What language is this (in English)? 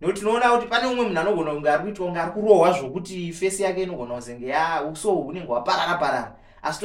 Shona